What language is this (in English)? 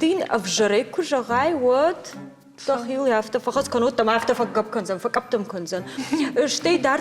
Ossetic